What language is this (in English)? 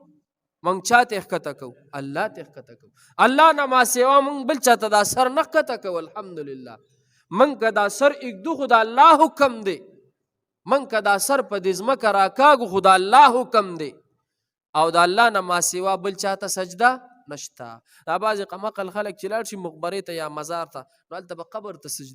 Pashto